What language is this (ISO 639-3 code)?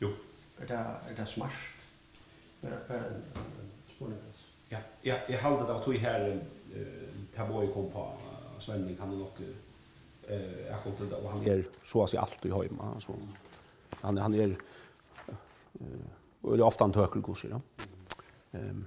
fao